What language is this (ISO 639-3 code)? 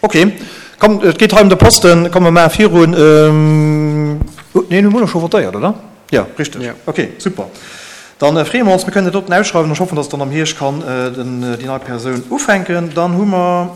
ltz